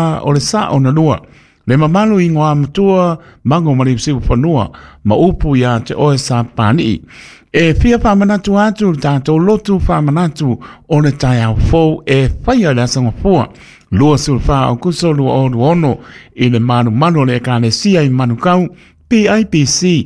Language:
Samoan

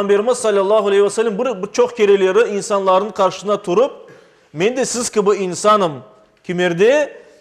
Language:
Crimean Tatar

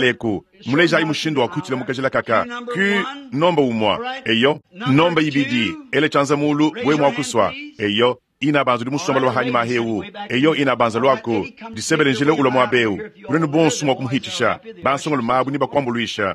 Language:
Luba-Lulua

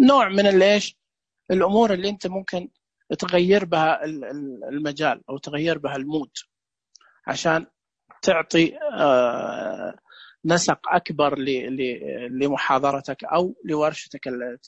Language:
Najdi Arabic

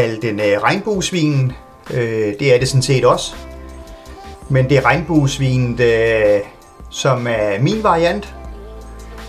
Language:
Danish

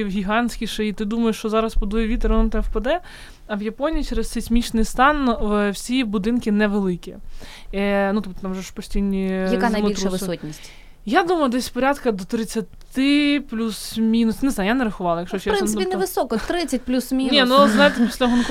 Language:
Ukrainian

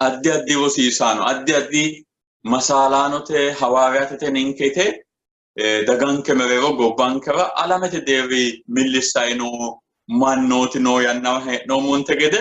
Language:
Sidamo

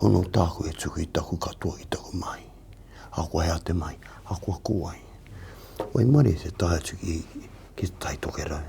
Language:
Māori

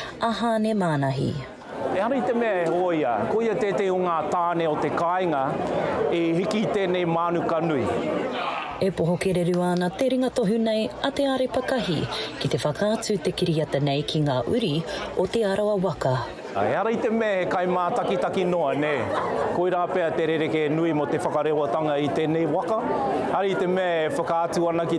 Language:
Māori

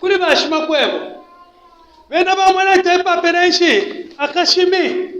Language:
Bemba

